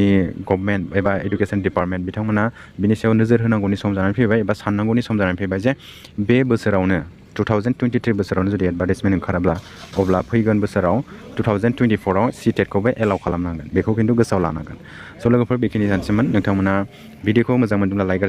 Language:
Bodo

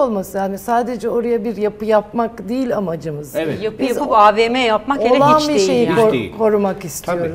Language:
Turkish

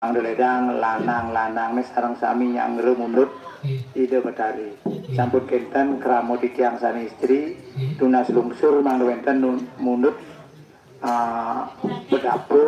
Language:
Balinese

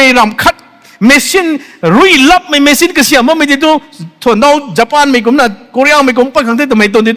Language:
Rongmei Naga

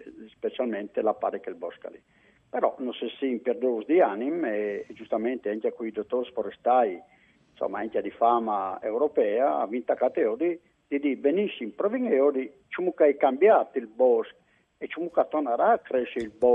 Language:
Friulian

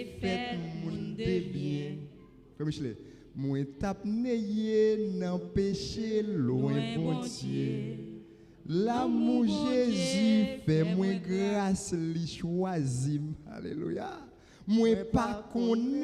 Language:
Haitian Creole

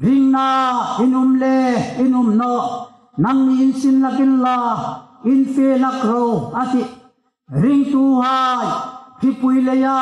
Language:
Hmar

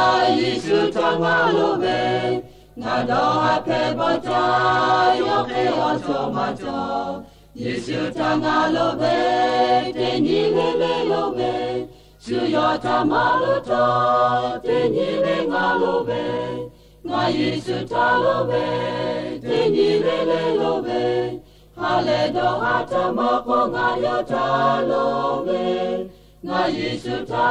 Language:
Lahu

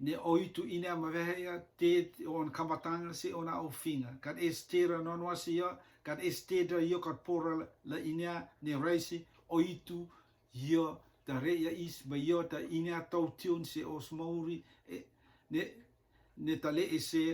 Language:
Rotuman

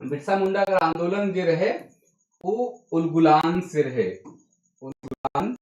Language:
Sadri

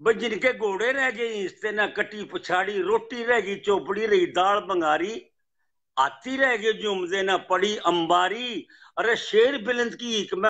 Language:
Haryanvi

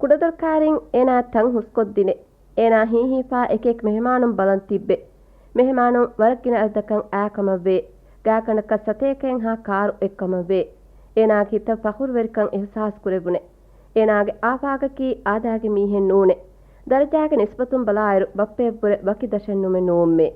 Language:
Divehi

